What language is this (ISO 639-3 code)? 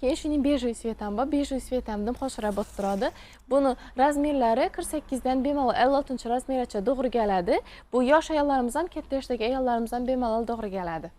uzb